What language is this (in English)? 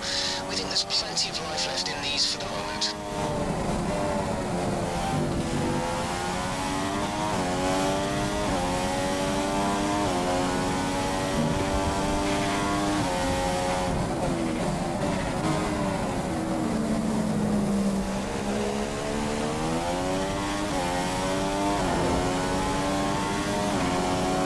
English